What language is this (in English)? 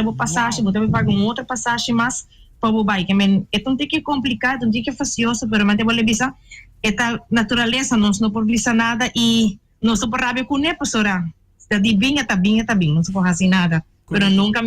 Papiamento